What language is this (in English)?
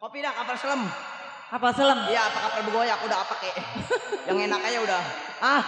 Betawi